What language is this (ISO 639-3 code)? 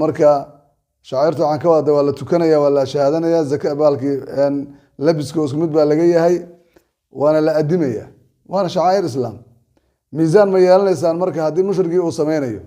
som